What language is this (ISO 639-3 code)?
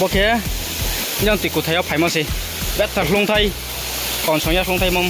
ria